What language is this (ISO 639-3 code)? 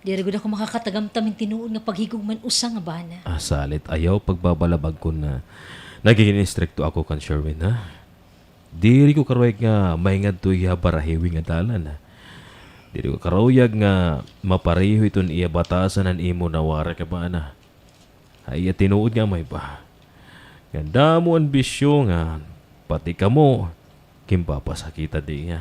war